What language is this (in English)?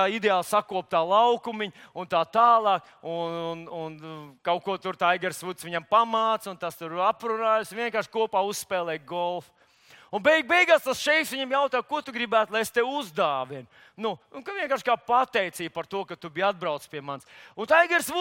Latvian